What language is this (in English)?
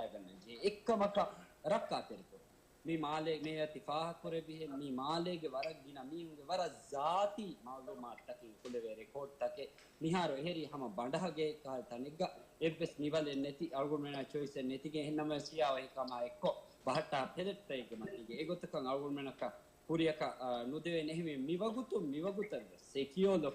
Divehi